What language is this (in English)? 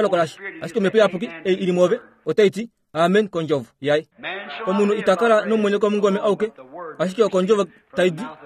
Kuanyama